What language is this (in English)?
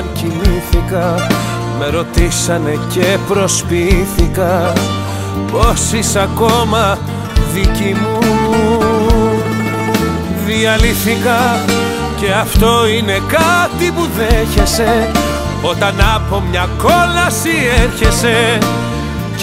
Greek